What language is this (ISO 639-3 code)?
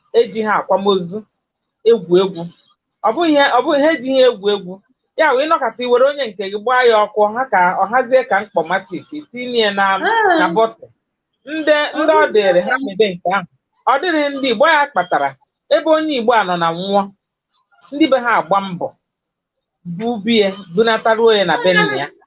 ibo